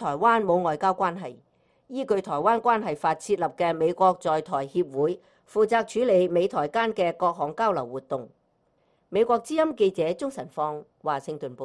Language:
Cantonese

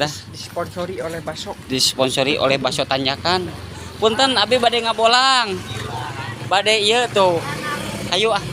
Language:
Sundanese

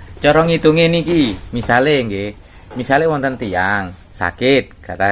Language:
Javanese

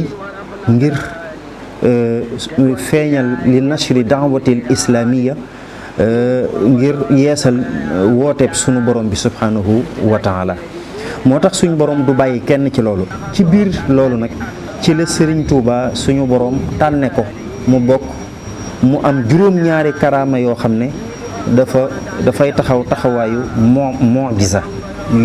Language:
Wolof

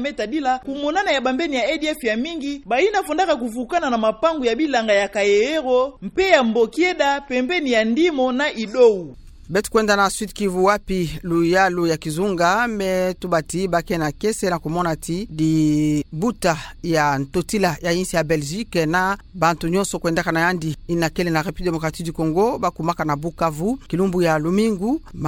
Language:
Kituba (Democratic Republic of Congo)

